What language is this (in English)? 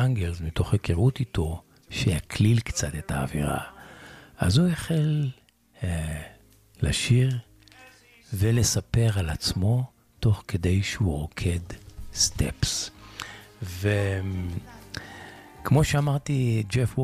Hebrew